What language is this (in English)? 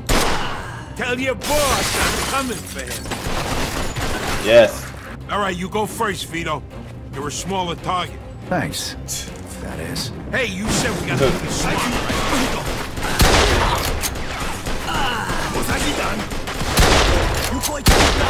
English